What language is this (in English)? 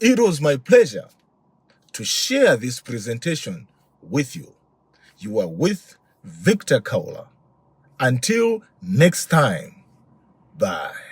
English